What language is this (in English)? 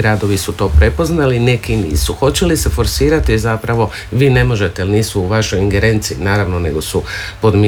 Croatian